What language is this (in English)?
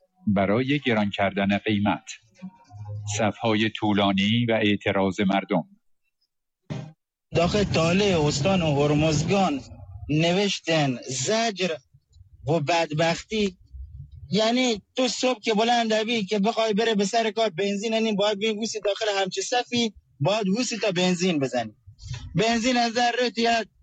Persian